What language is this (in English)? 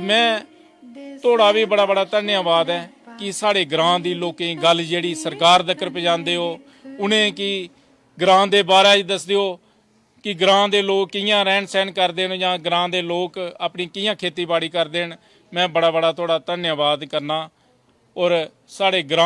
Dogri